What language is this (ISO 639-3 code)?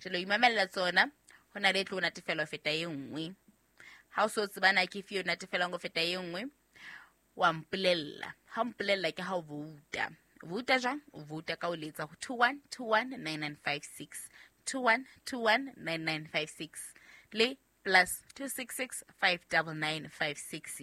sot